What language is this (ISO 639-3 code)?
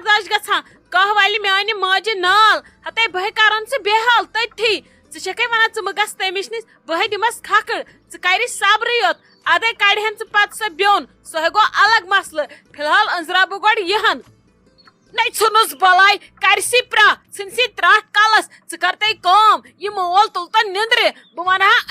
kas